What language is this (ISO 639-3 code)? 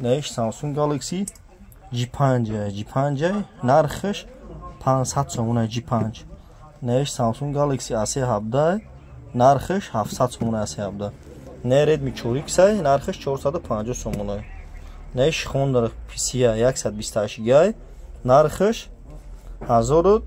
tgk